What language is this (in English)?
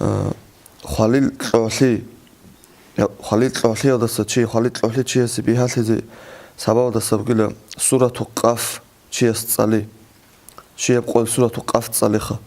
Avaric